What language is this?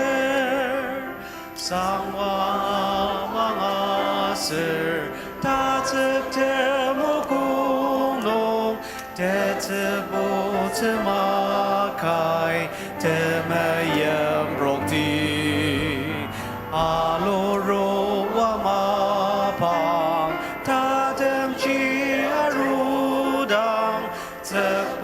Ao Naga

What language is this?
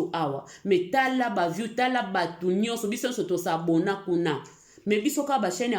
Lingala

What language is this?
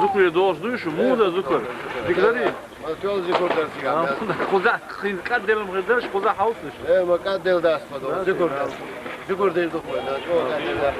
Chechen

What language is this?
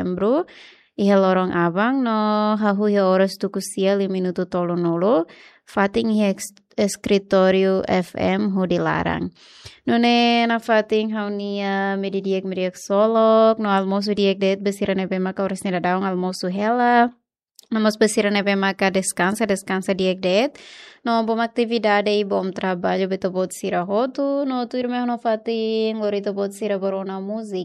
Tetum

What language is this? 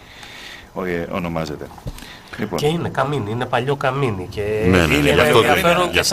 Greek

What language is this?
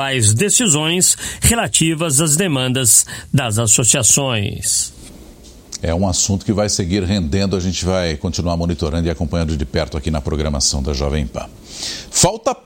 Portuguese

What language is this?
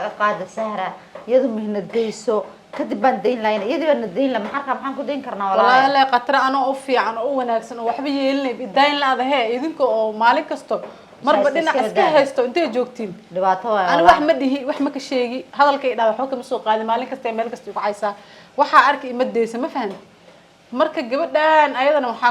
Somali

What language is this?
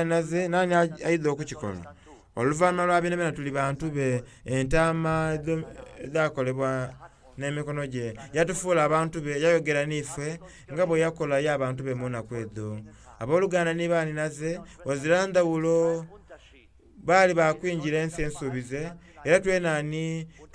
Soga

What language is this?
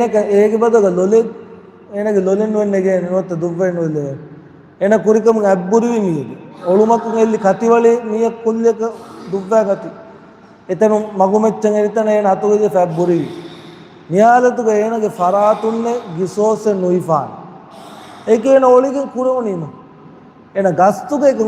Divehi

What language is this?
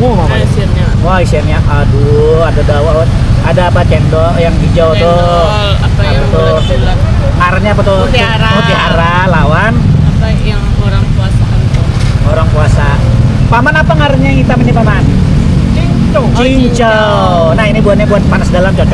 Banjar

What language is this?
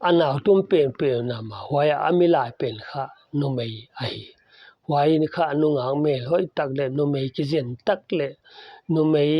Paite Chin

